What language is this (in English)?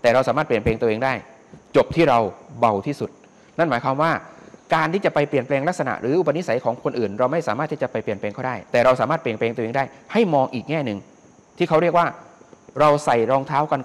Thai